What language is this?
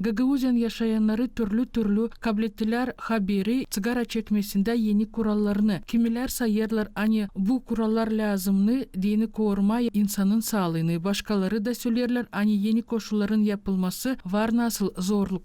Gagauz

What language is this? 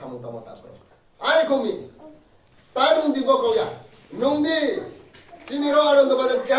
Riang (India)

